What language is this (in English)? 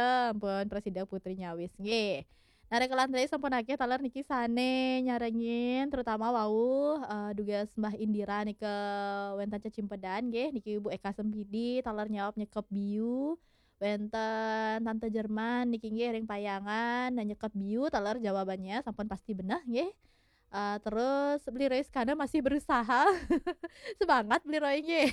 Balinese